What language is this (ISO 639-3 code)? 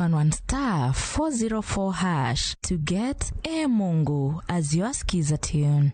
luo